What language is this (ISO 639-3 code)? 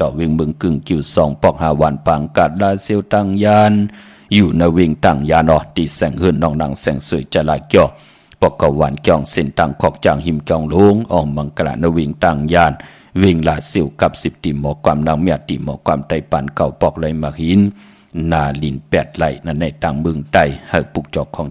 shn